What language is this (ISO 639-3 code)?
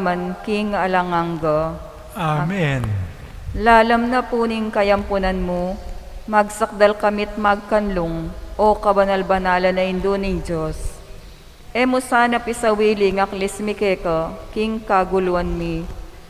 pam